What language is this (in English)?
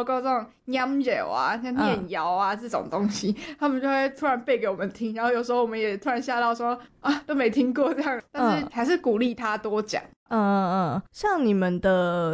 Chinese